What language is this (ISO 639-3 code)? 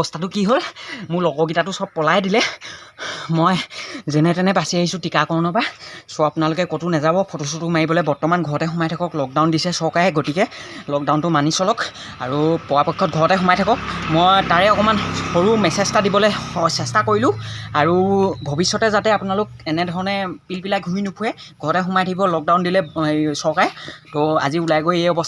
asm